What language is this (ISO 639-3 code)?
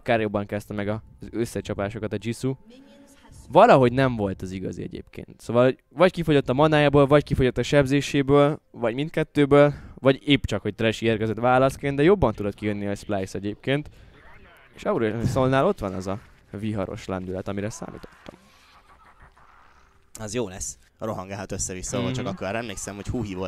hun